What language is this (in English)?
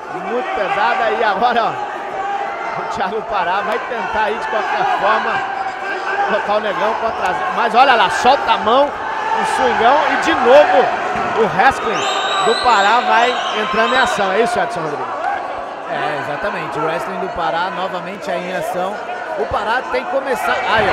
Portuguese